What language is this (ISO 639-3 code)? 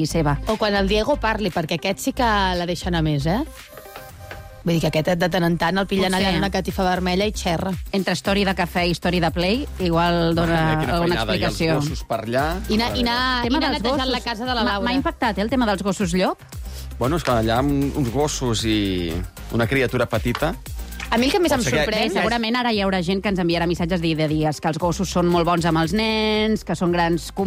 cat